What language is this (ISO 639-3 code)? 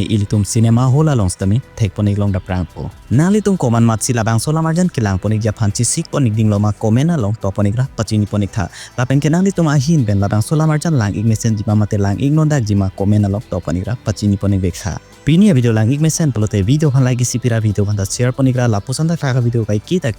mjw